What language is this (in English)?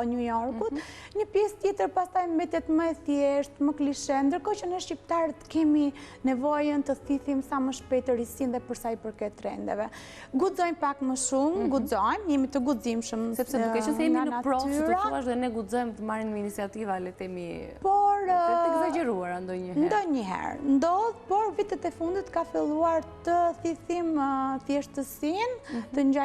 Albanian